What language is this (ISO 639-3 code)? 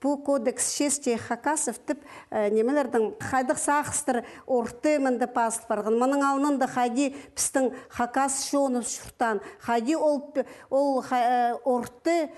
kjh